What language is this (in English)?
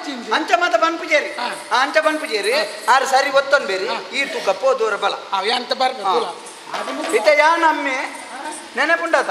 Tulu